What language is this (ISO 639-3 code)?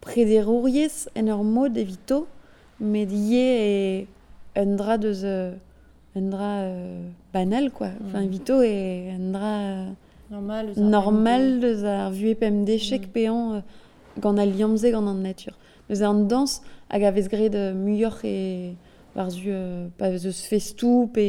bre